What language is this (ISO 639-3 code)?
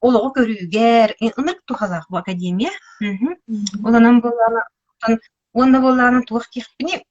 sah